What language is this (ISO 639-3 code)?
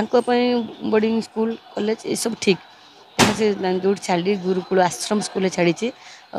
ori